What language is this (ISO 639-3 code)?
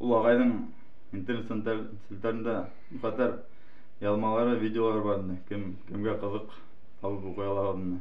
bak